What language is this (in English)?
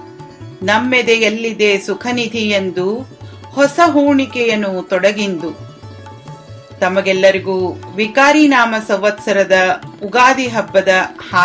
Kannada